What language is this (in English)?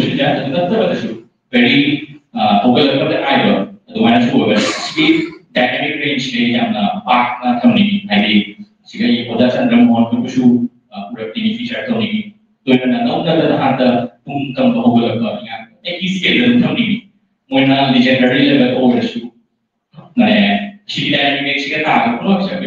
Manipuri